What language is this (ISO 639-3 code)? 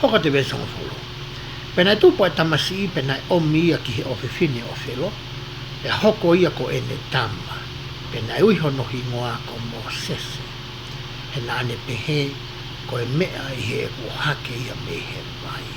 ton